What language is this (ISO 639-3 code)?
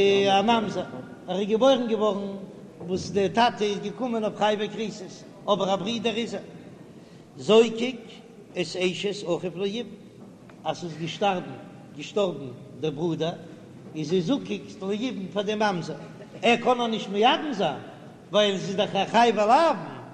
yid